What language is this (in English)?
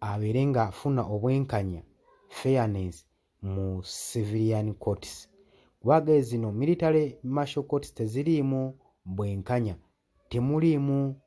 Ganda